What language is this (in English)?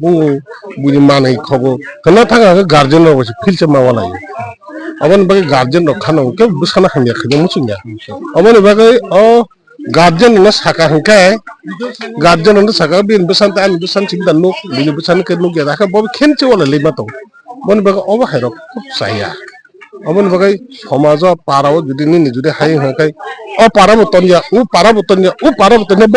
Kok Borok